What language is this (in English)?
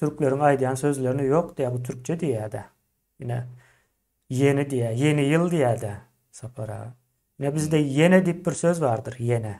Turkmen